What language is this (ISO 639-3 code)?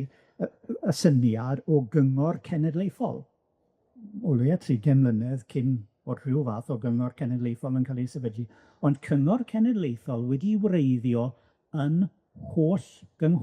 cym